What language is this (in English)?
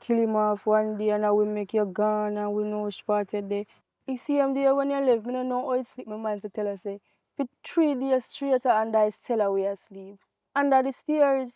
Jamaican Creole English